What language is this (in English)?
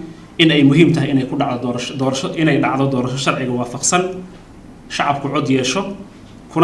Somali